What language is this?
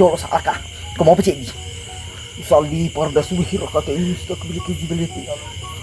Buginese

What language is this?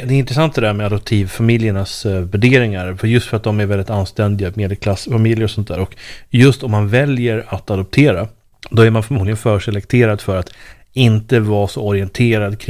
Swedish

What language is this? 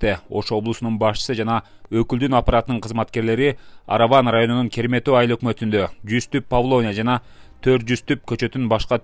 Kyrgyz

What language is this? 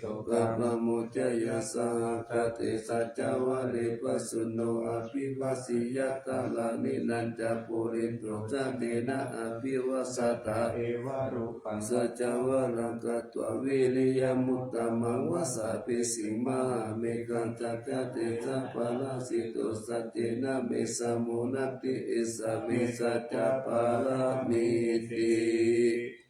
Pali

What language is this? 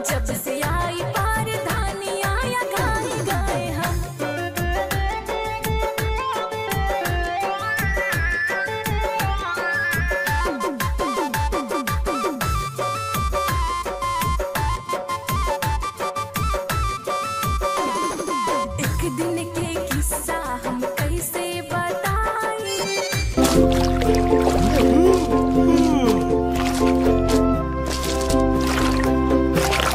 Malay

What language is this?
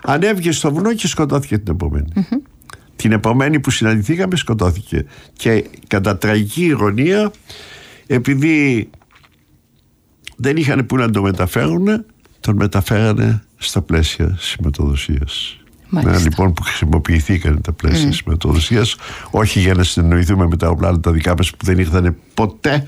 Greek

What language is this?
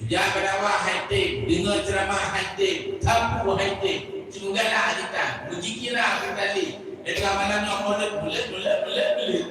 Achinese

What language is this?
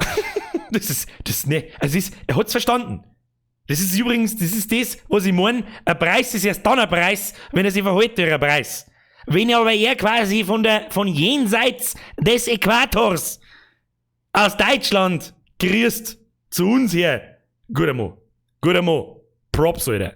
Bavarian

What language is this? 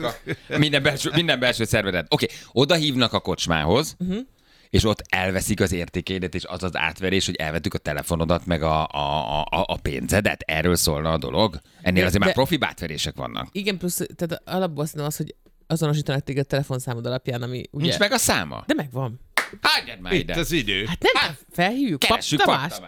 Hungarian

